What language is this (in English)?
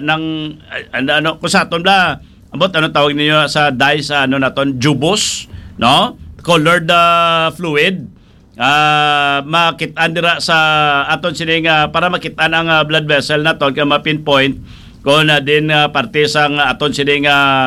Hiligaynon